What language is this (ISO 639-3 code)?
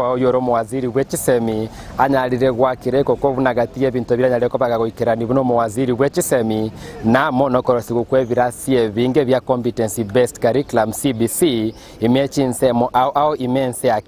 guz